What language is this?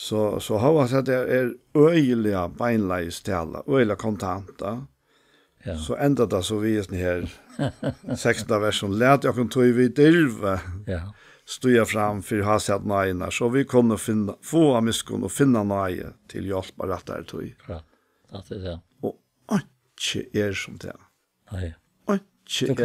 Faroese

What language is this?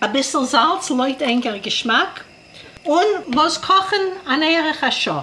Yiddish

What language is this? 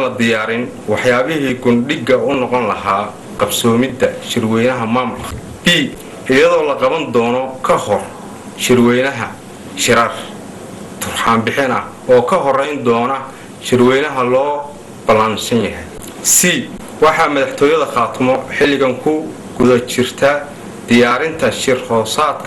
Somali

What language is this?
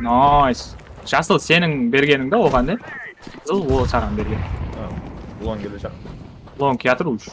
Kara-Kalpak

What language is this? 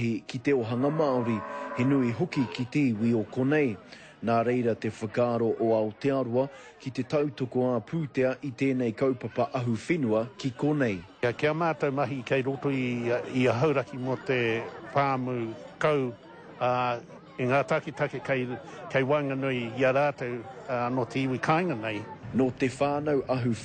Māori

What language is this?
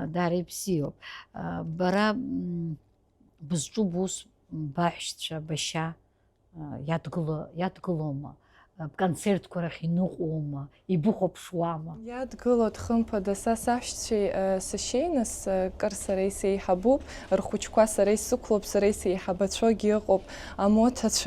Abkhazian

